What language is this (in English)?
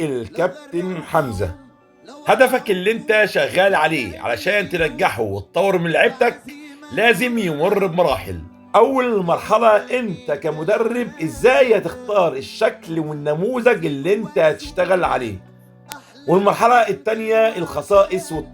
Egyptian Arabic